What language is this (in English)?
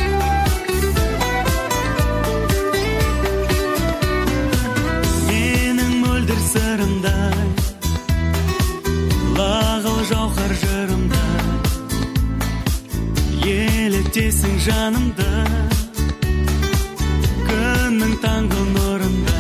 Kazakh